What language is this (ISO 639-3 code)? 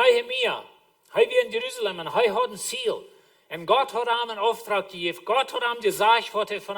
pdt